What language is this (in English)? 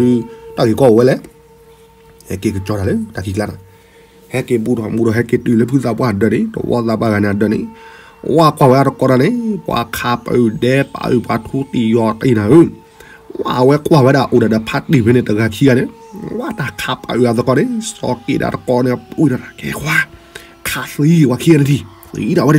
S'gaw Karen